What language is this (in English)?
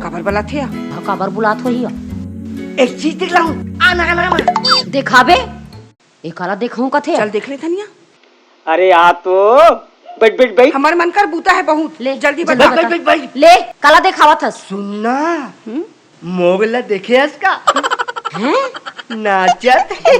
Chhattisgarhi